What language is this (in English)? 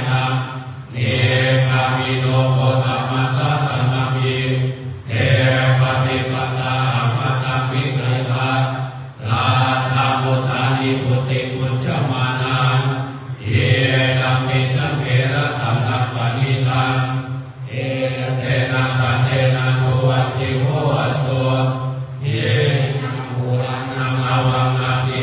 Pali